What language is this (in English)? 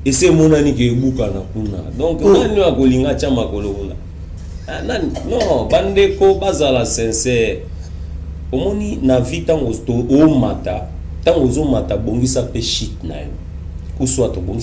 Lingala